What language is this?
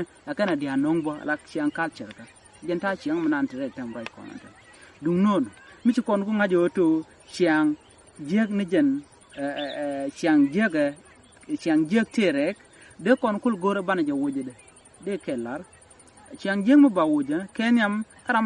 Nuer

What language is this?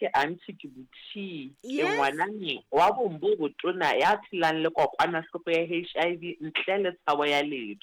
Southern Sotho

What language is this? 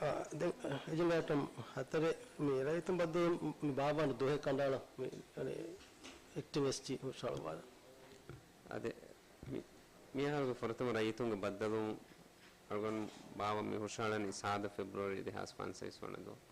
Divehi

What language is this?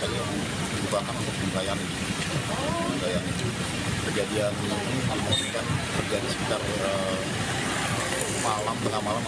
Indonesian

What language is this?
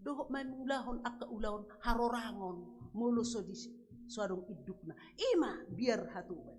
Batak Toba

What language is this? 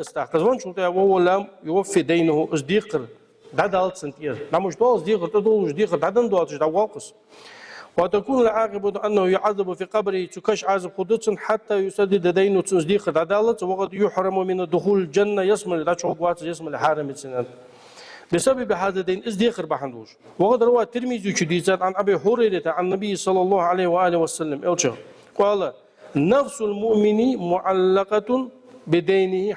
Ingush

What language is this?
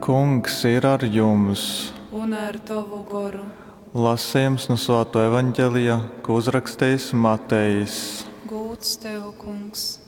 Latgalian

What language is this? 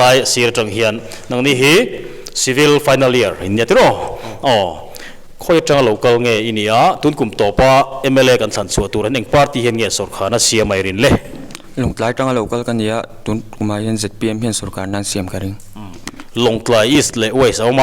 Mizo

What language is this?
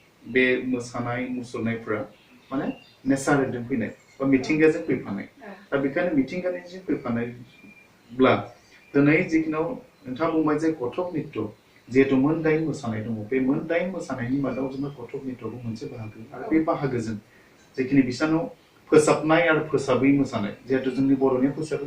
Bodo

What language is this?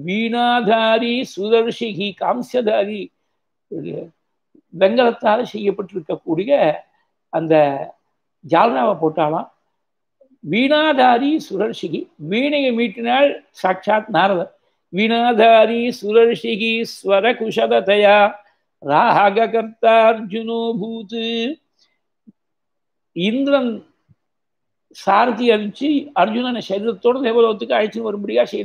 Tamil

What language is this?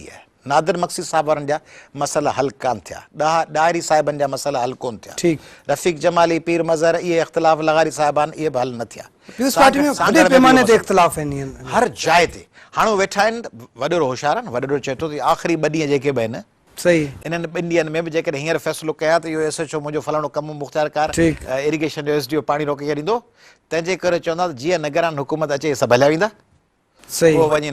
Sindhi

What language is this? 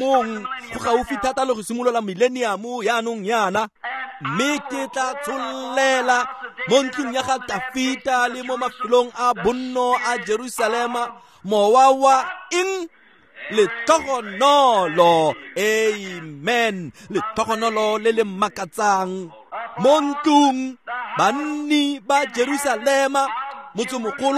Tswana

